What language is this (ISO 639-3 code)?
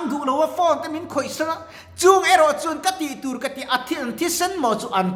lus